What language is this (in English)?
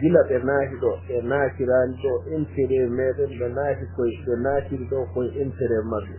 Fula